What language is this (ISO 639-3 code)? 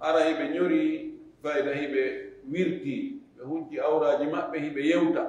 ful